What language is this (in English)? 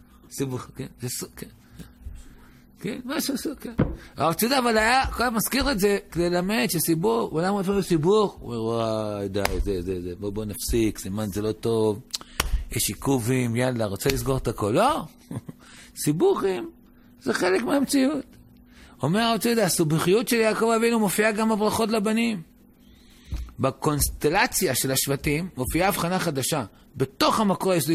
Hebrew